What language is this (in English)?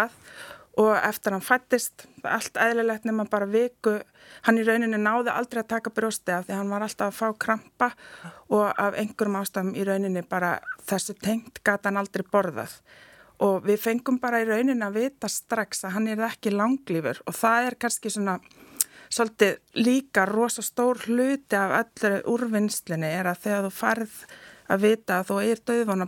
Icelandic